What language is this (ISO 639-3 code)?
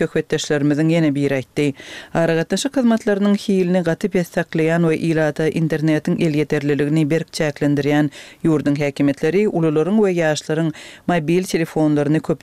tuk